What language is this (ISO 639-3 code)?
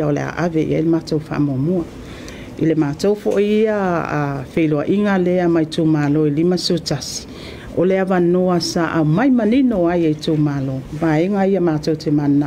smo